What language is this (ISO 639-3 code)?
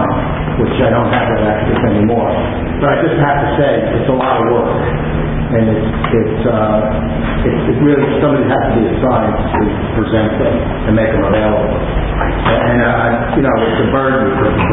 eng